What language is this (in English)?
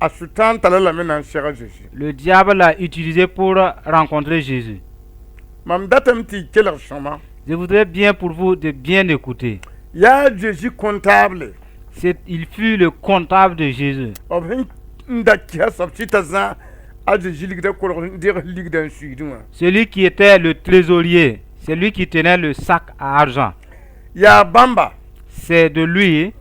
Mossi